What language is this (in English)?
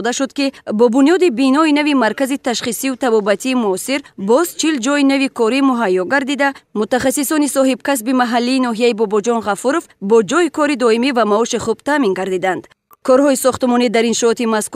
Tajik